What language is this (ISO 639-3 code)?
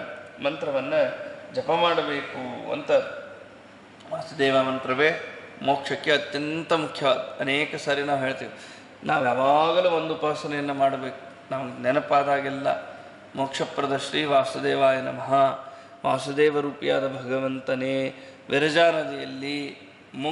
kan